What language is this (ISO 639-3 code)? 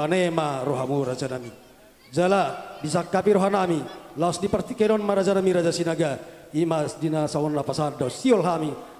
bbc